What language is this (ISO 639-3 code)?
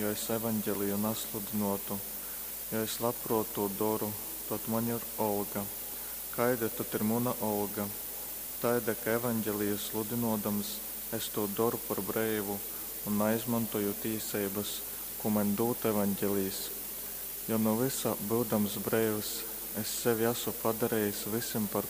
ltg